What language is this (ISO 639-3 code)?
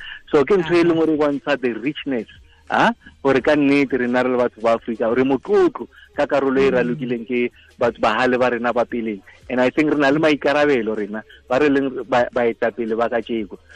tsn